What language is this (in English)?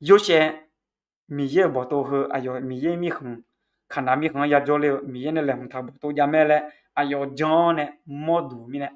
Akha